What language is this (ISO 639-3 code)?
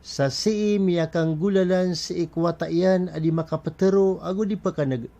mrw